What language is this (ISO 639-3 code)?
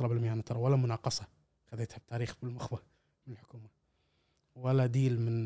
afb